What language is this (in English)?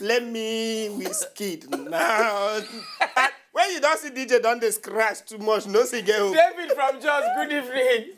Nigerian Pidgin